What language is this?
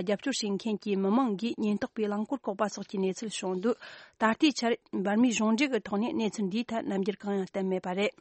Tibetan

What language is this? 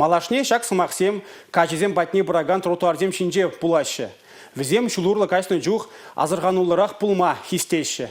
Chuvash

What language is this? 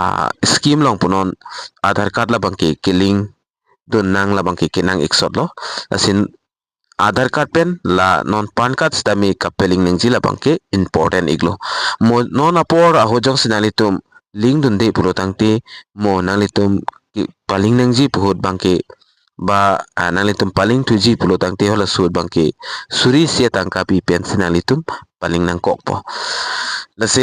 Karbi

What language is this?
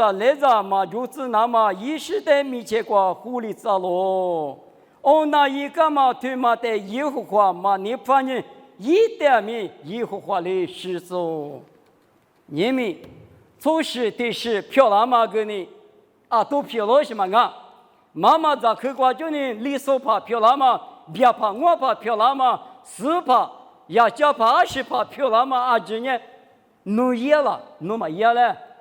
Lisu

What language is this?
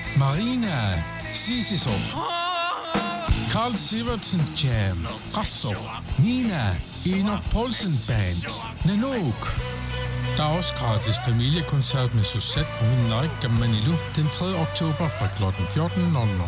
Danish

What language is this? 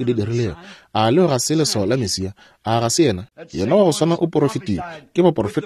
Northern Sotho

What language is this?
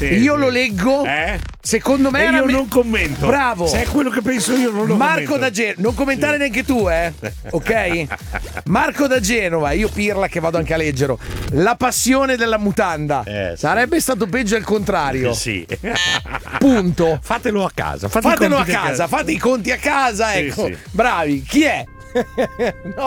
Italian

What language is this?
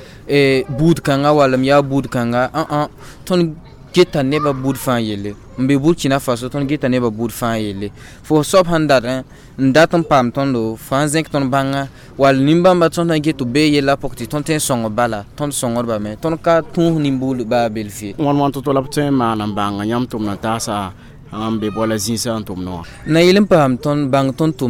Mossi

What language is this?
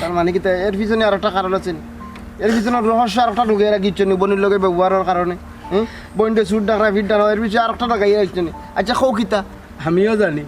Sylheti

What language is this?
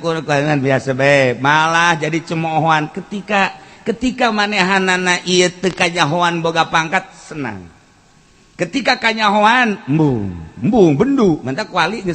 Sundanese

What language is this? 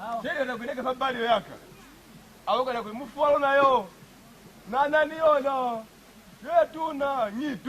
Lozi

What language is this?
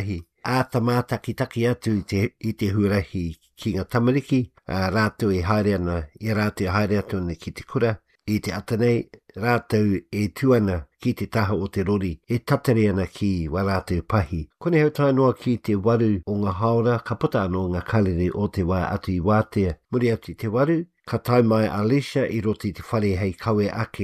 Māori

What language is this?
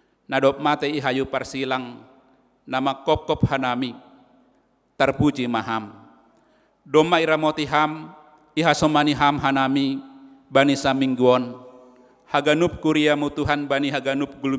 Batak Simalungun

